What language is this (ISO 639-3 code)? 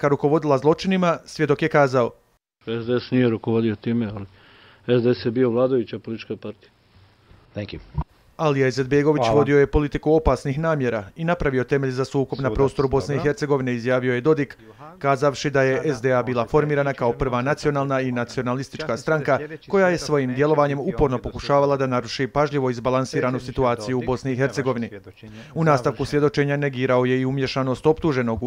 hrv